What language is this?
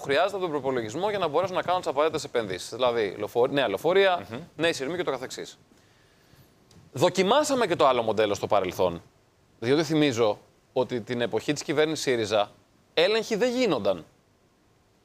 Greek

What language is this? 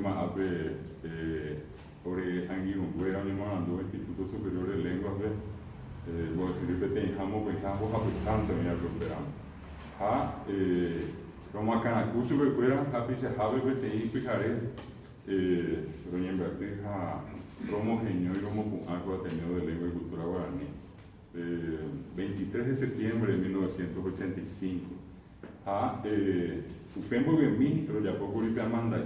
Guarani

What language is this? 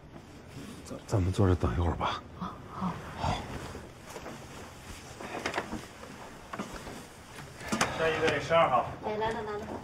Chinese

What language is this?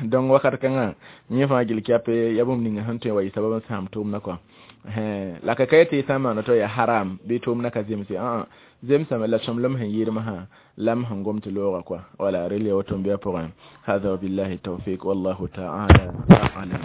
Mossi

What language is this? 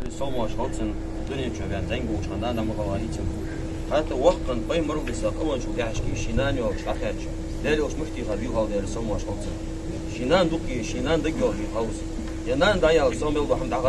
Ingush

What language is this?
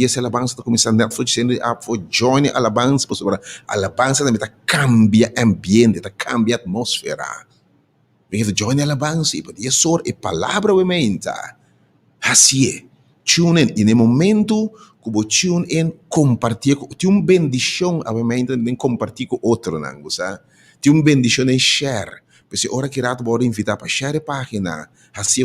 Papiamento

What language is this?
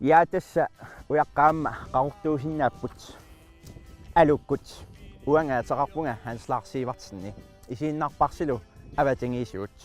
Kalaallisut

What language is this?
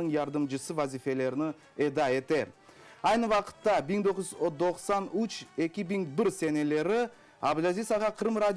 Crimean Tatar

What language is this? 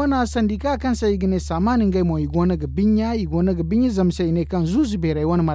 Zarma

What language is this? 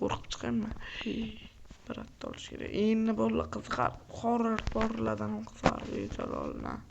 Uzbek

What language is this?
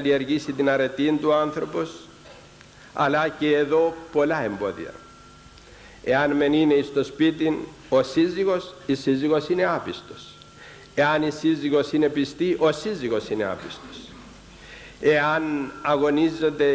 Greek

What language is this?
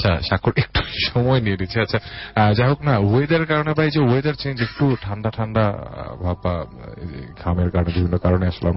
Bangla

